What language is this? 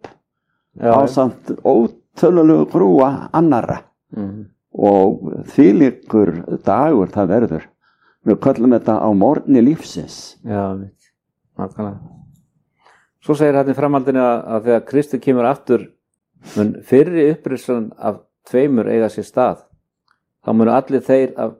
Icelandic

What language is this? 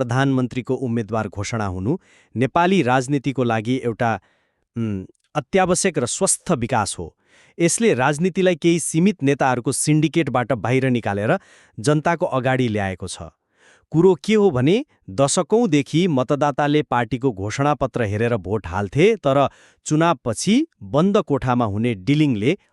Nepali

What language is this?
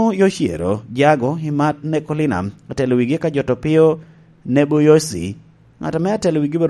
Lango (Uganda)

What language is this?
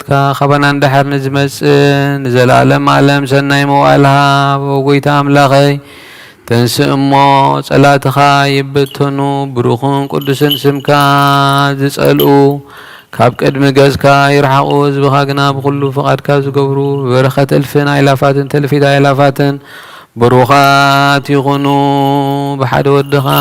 Tigrinya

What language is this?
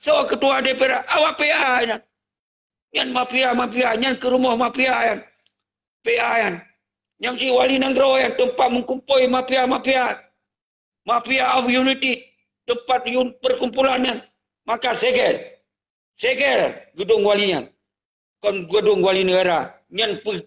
Achinese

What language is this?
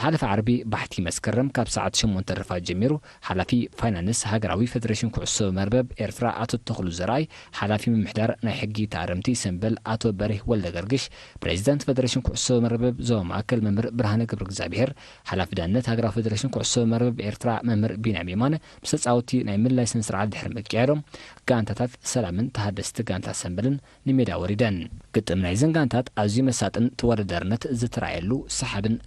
Tigrinya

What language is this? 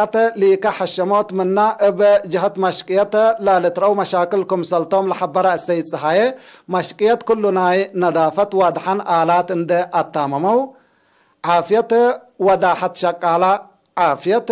Tigre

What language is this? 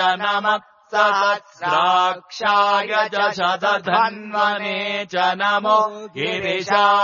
Sanskrit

